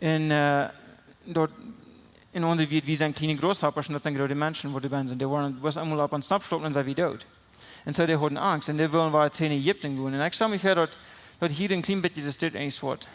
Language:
Plautdietsch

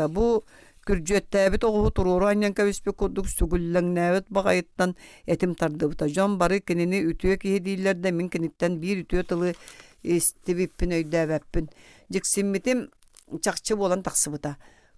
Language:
Yakut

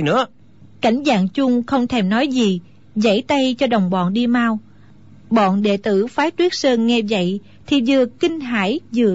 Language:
Vietnamese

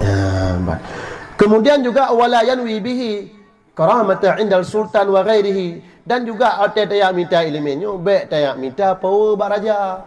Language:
Achinese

